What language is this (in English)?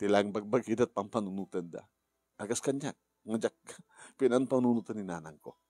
Iloko